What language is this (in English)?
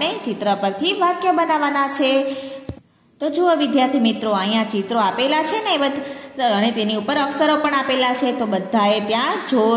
Gujarati